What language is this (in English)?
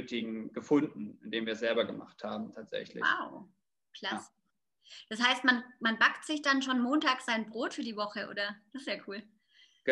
German